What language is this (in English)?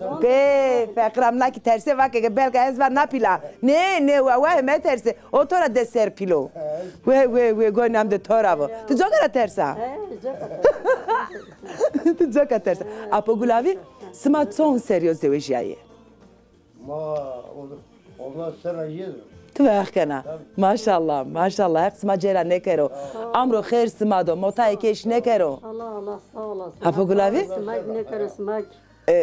Zaza